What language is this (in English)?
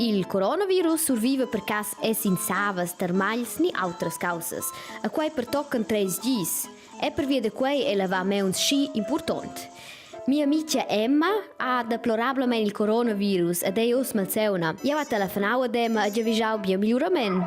Romansh